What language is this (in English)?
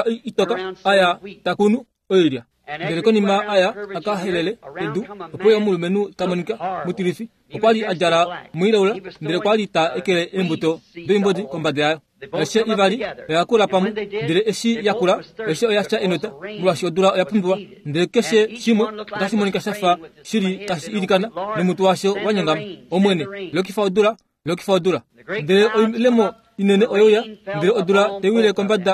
Kuanyama